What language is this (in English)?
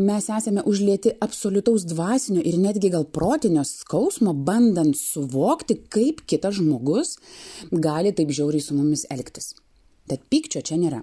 Lithuanian